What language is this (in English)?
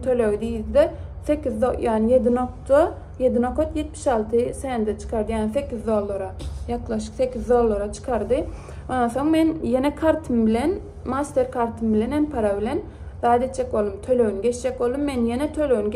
Turkmen